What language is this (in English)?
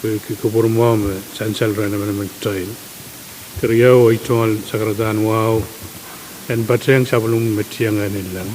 Pohnpeian